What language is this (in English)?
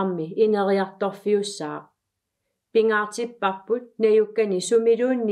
Kalaallisut